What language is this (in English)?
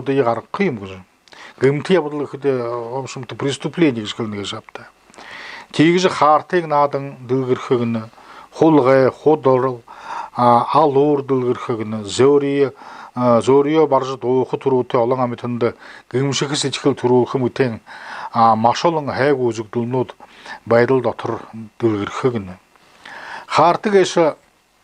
Buriat